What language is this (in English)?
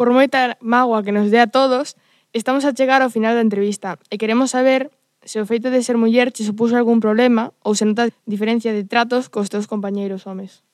Galician